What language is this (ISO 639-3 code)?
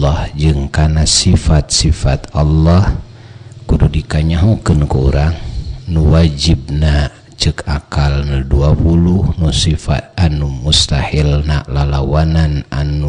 sun